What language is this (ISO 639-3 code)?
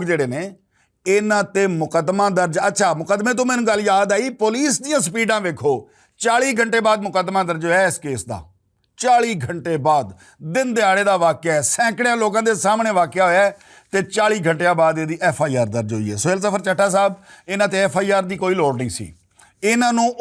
lah